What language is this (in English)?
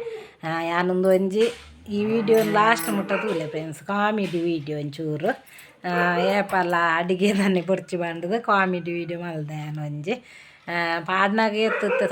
Tulu